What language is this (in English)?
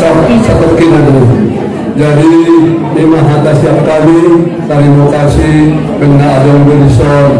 Batak Angkola